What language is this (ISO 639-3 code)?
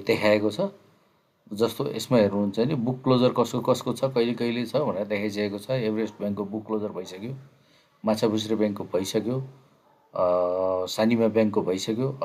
nep